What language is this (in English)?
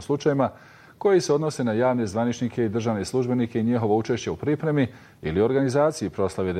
Bosnian